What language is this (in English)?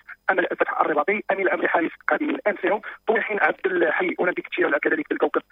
Moroccan Arabic